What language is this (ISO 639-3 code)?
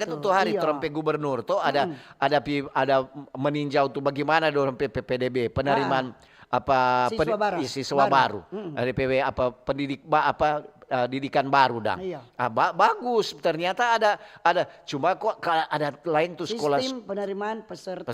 xmm